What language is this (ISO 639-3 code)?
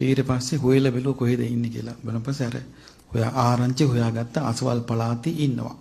sin